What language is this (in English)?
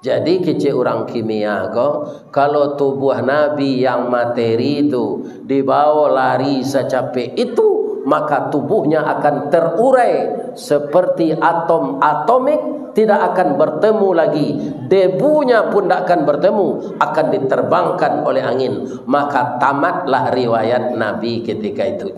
Minangkabau